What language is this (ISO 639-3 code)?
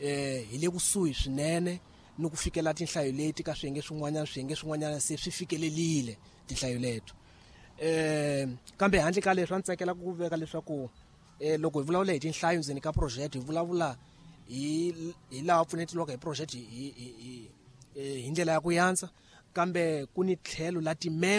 tso